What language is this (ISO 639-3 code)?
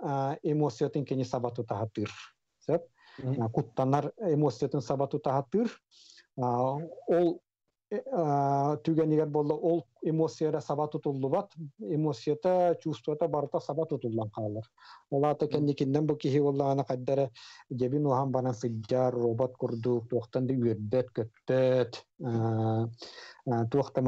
sah